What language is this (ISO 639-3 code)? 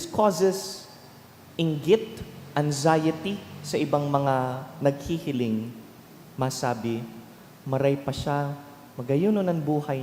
bik